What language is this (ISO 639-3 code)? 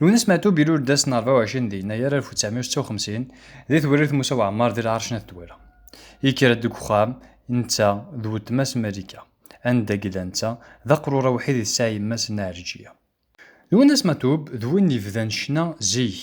kab